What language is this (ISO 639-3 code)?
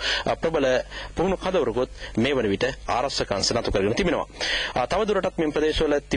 sin